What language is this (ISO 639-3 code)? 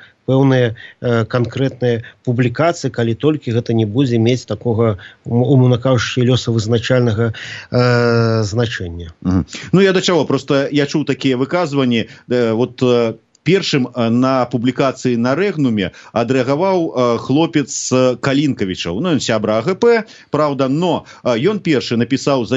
bel